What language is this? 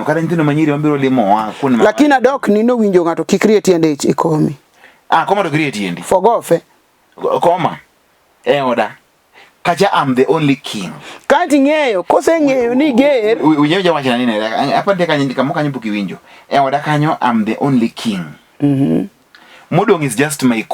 Luo (Kenya and Tanzania)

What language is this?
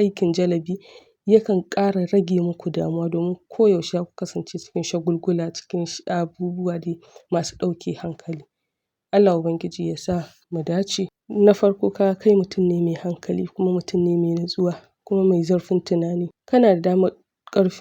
Hausa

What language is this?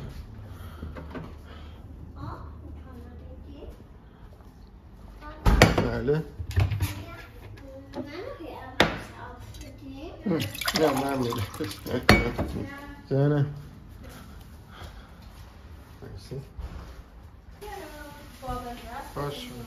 Persian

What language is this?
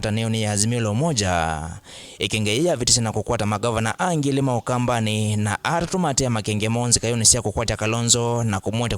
Kamba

